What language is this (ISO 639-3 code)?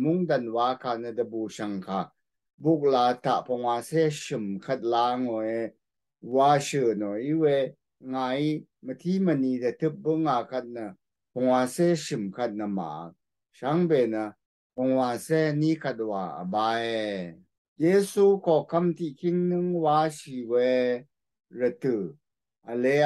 raw